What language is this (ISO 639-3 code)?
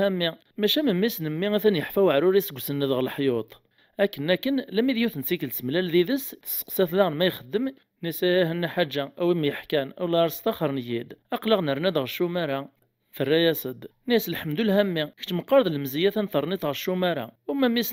kab